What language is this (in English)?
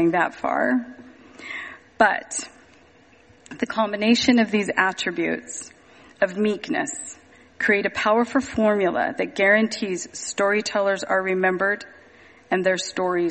English